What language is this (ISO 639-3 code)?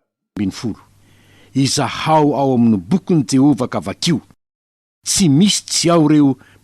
mlg